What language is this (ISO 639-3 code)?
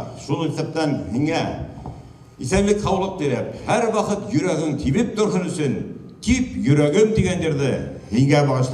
bak